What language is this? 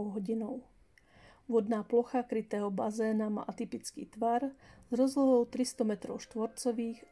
Slovak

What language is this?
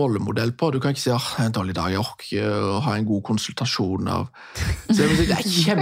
Norwegian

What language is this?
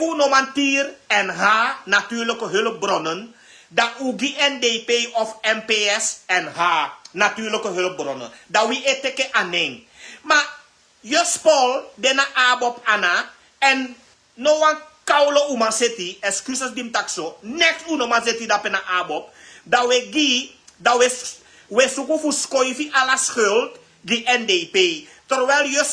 Sranan Tongo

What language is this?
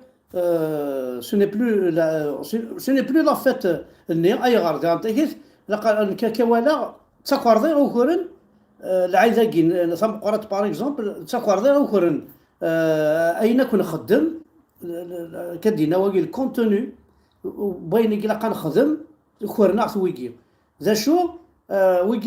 Kabyle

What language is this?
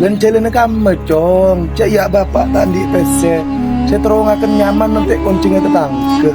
Madurese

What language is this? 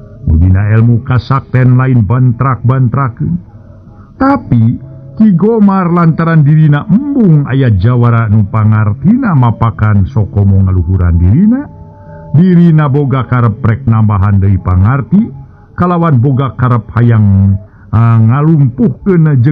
Sundanese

